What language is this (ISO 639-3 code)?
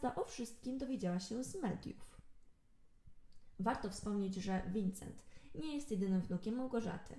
pol